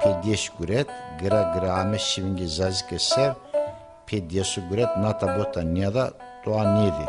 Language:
Zaza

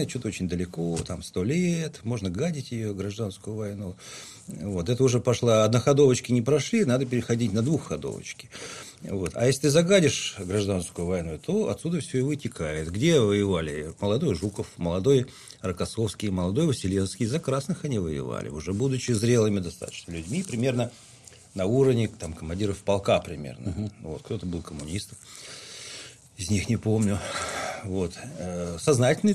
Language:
Russian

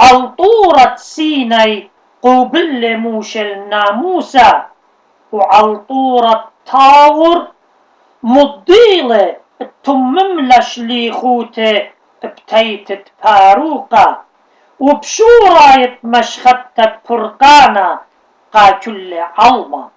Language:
Assyrian Neo-Aramaic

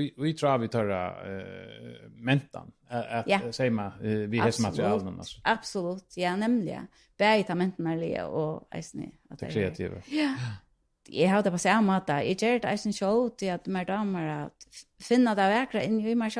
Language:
Faroese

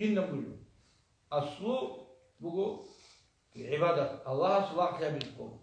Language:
Avaric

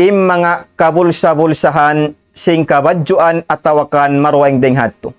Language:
Tausug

